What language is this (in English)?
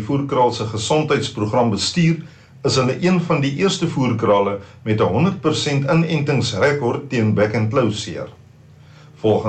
Afrikaans